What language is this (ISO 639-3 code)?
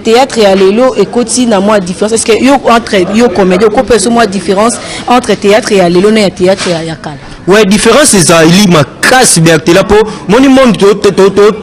lin